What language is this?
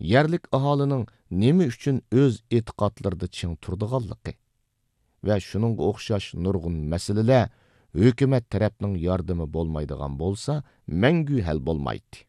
Uyghur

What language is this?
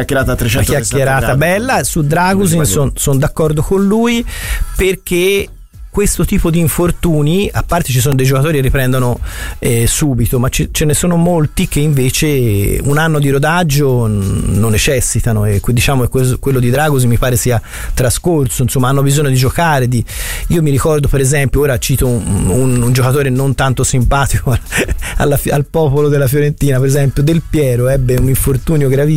Italian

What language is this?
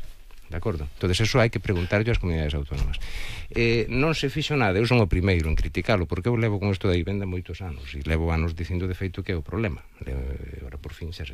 Galician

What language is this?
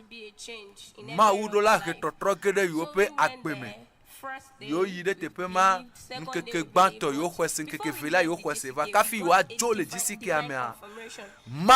Ewe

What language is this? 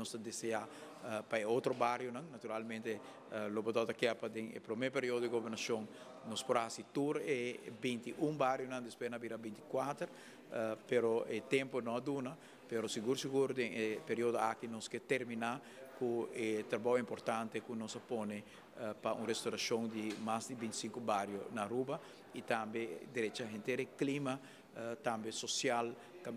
Papiamento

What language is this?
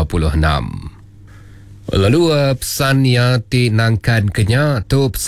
Iban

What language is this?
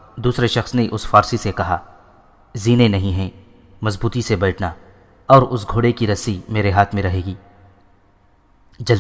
Urdu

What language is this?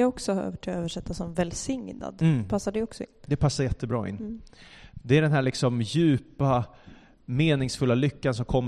Swedish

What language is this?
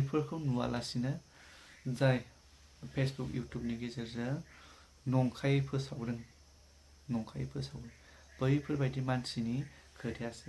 Bodo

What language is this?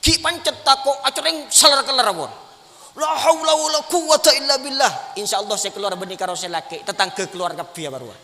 Madurese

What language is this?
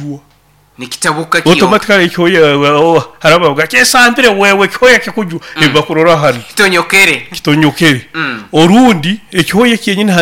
Nyoro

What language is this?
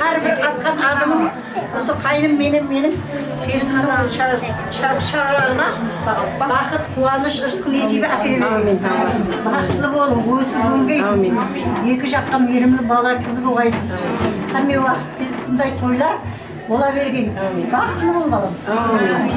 Kara-Kalpak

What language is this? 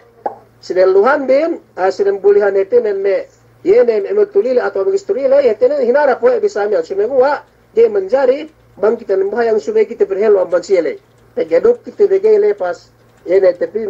Yakan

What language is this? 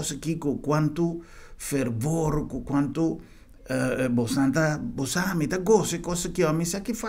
Papiamento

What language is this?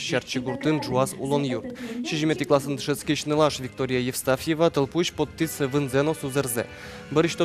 Udmurt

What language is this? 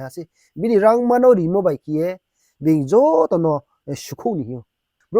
Riang (India)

